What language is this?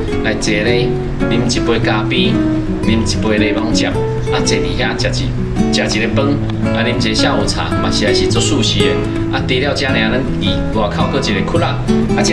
Min Nan Chinese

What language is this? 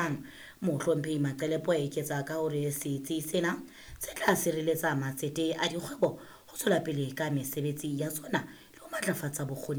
Southern Sotho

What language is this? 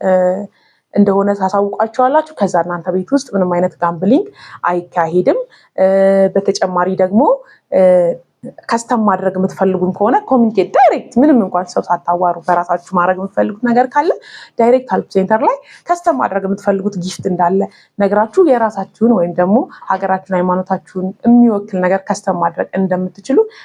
Amharic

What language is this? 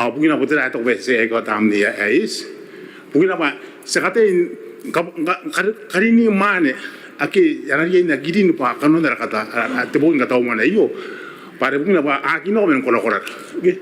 Gilbertese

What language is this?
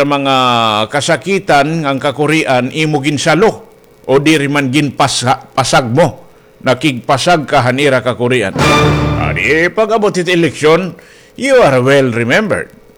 Waray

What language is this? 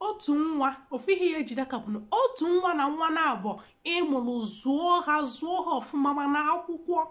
Igbo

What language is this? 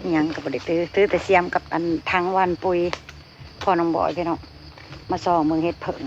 Northeastern Thai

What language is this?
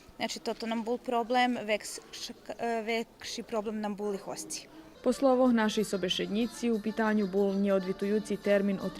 Rusyn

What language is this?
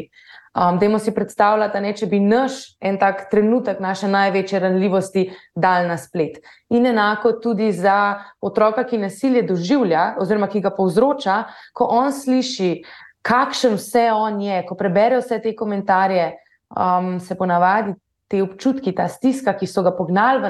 Slovenian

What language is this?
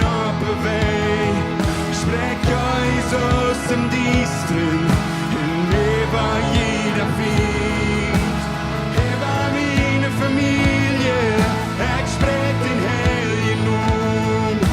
Plautdietsch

